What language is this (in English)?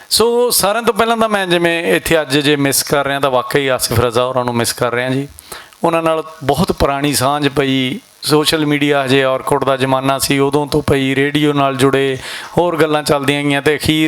Western Panjabi